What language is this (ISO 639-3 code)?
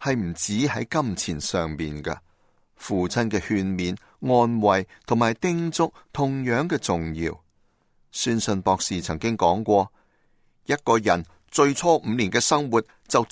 yue